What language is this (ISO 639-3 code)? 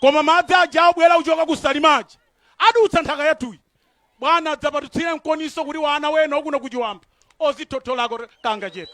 nya